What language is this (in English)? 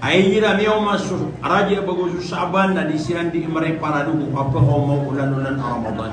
Maranao